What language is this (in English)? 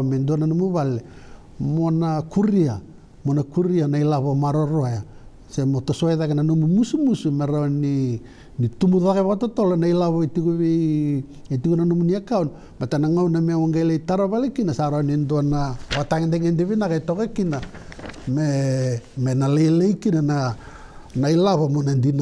Fijian